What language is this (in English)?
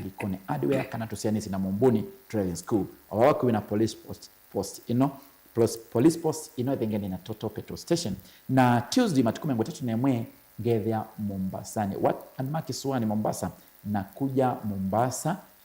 Kamba